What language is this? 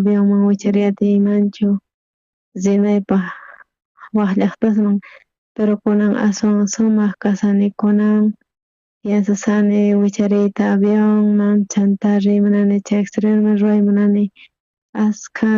South Bolivian Quechua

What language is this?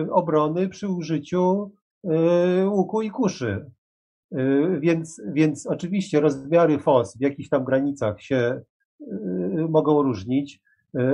Polish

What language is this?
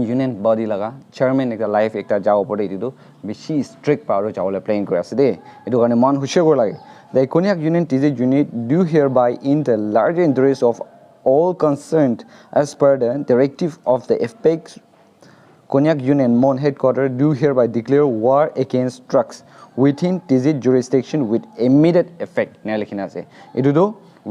Naga Pidgin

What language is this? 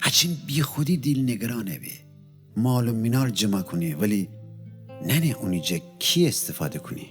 Gilaki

